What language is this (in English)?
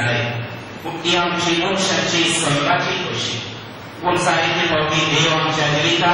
Konkani